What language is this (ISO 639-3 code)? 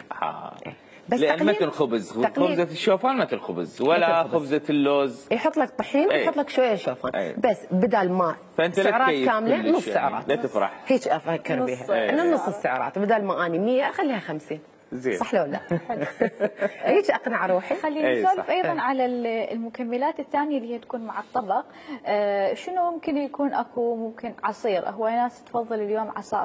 acm